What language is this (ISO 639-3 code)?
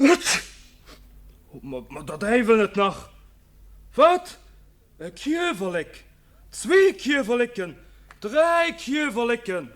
ltz